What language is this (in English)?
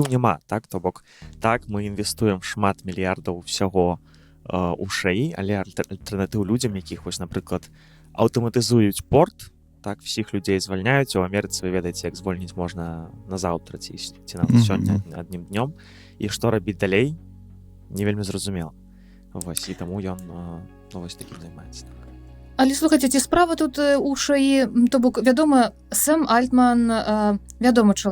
Belarusian